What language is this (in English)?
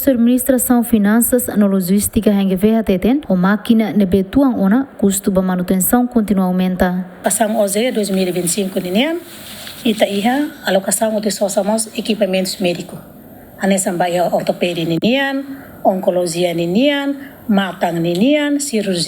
Tetum